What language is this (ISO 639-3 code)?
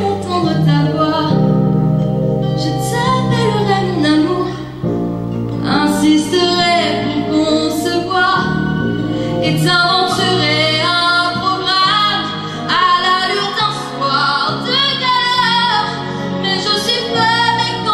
fra